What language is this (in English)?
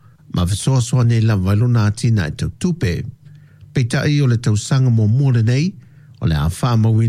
Samoan